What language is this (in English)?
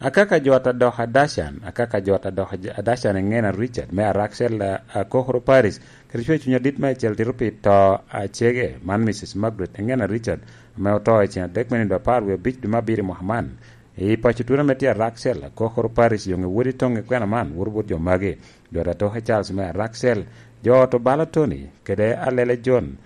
Lango (Uganda)